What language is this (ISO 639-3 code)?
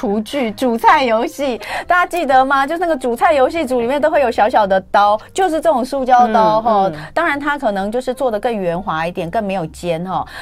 zho